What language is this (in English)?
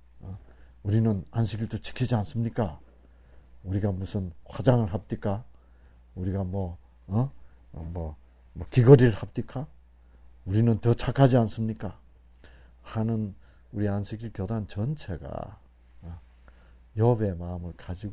Korean